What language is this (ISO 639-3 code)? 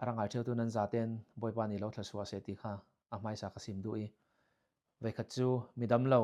cfm